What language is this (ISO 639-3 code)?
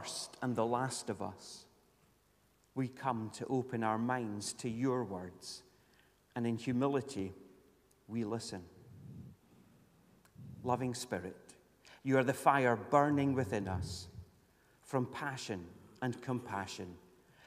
eng